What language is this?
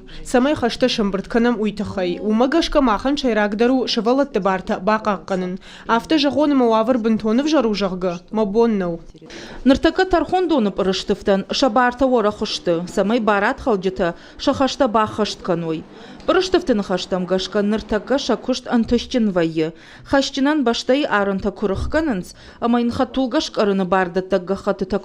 Ossetic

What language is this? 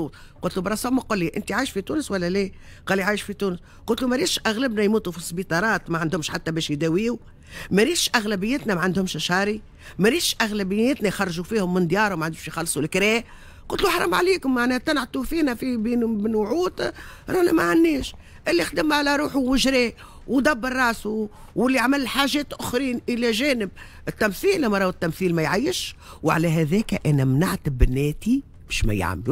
Tunisian Arabic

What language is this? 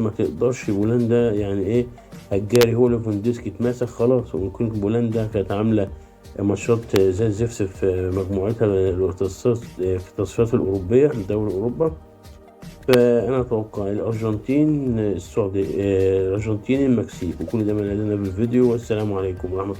Egyptian Arabic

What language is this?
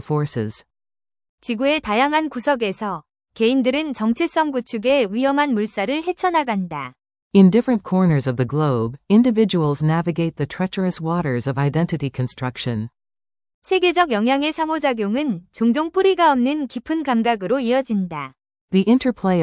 Korean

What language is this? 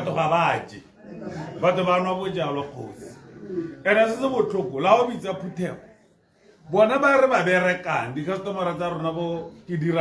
Tswana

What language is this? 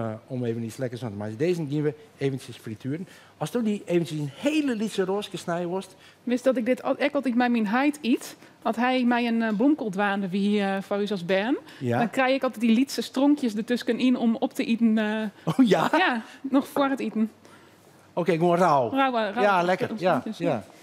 Western Frisian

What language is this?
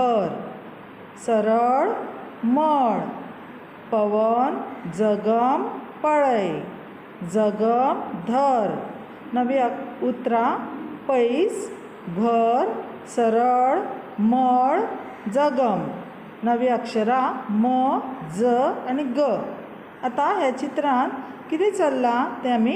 Konkani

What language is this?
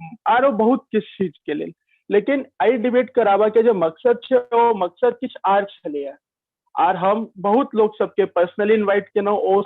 Maithili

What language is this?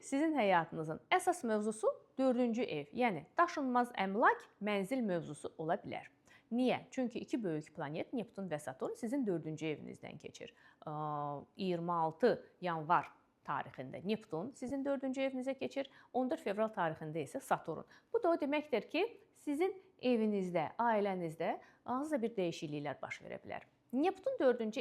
Azerbaijani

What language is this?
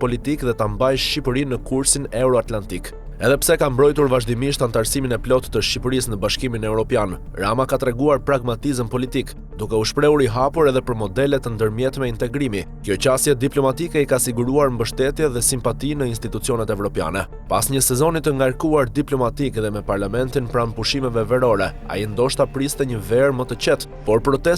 Albanian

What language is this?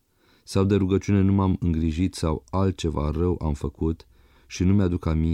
Romanian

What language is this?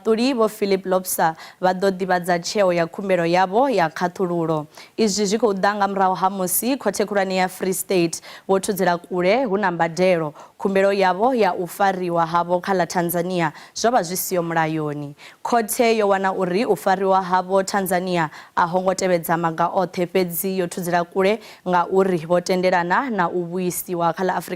Venda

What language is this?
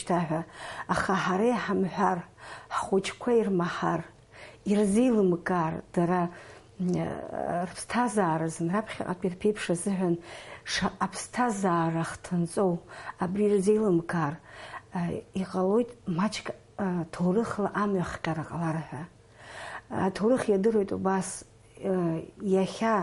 Abkhazian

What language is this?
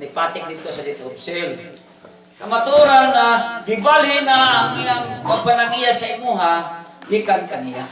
Cebuano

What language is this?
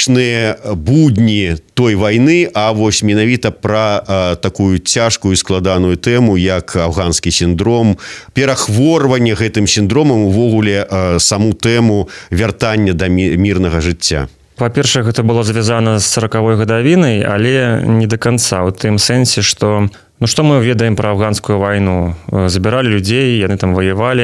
Belarusian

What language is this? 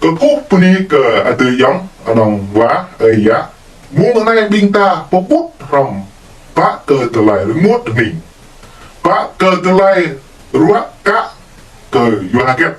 Jarai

